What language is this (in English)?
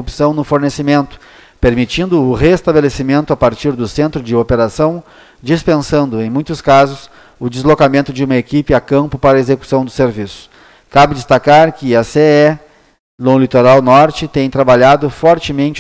Portuguese